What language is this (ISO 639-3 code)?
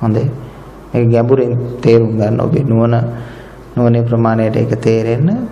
sin